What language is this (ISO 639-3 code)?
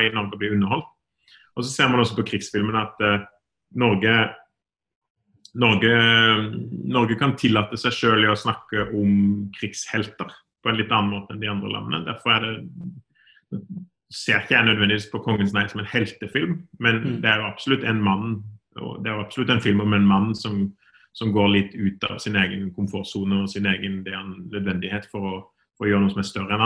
nor